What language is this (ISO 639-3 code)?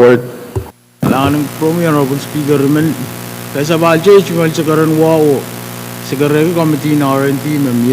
pon